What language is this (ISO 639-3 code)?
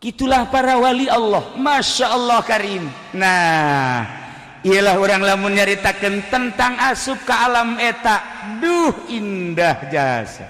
sun